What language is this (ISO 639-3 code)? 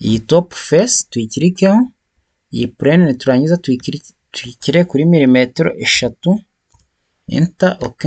kin